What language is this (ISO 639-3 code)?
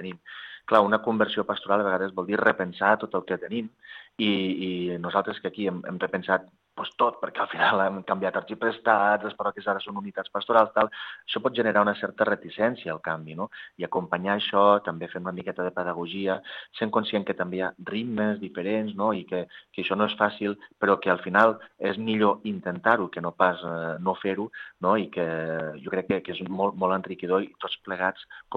cat